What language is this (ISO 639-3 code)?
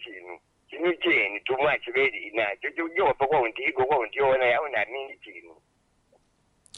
swa